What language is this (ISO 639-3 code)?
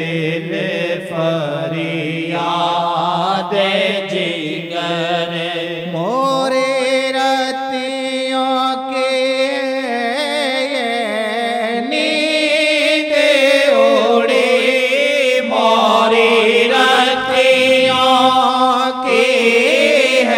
urd